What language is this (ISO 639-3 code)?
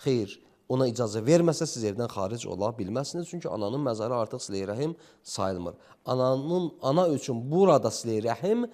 aze